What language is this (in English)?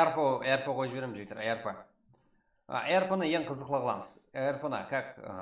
Kara-Kalpak